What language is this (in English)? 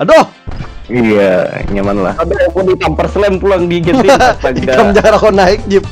Banjar